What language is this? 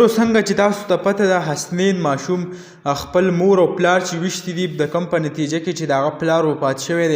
Pashto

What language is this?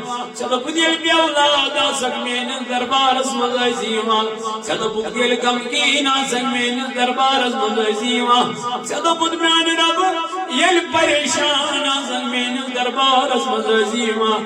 Kashmiri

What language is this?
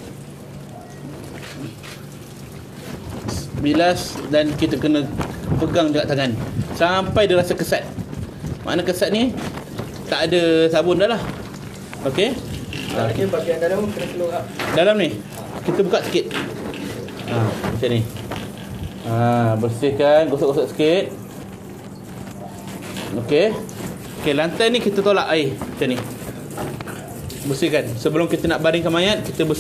Malay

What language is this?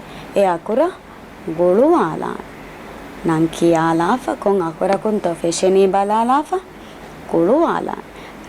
Divehi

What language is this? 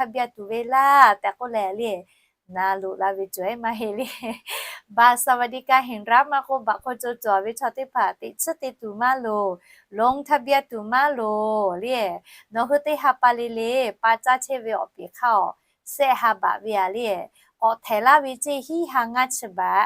Lahu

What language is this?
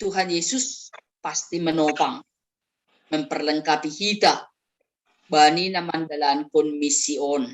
Batak Simalungun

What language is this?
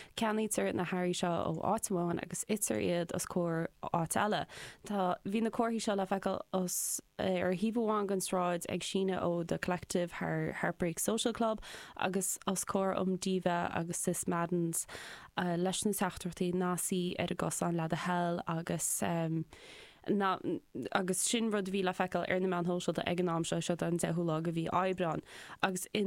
Irish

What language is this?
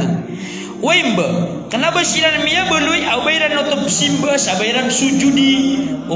Maranao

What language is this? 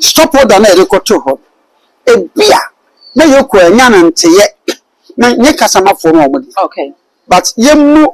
Akan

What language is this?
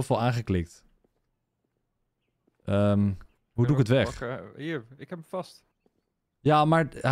Dutch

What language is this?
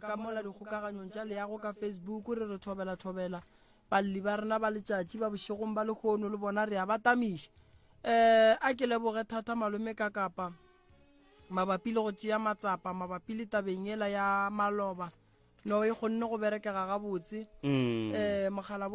Northern Sotho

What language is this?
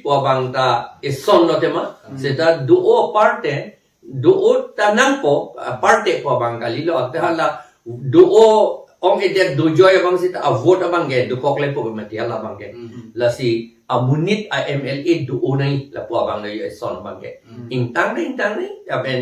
Karbi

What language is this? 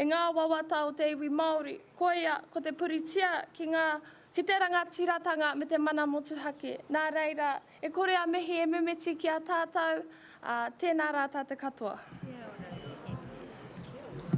Māori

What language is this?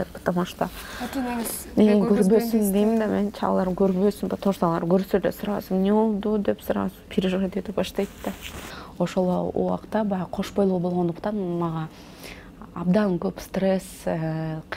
Kyrgyz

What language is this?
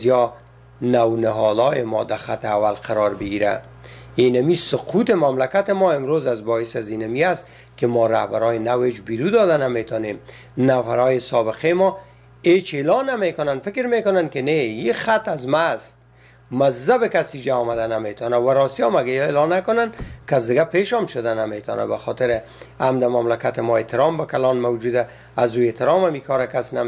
Persian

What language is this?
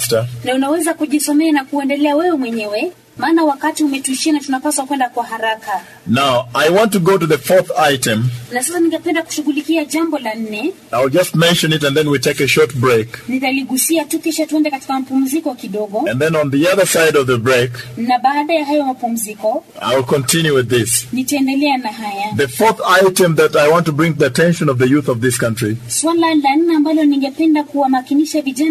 Swahili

